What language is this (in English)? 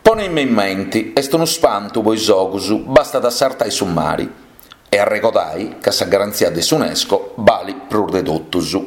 Sardinian